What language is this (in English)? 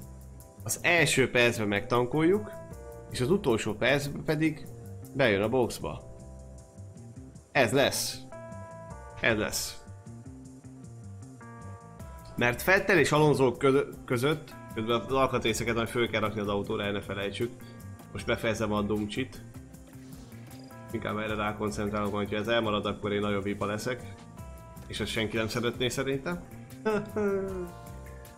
Hungarian